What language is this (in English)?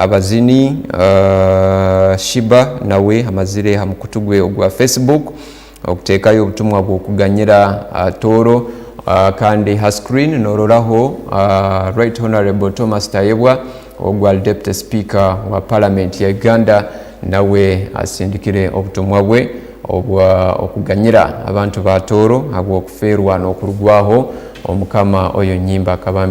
Tooro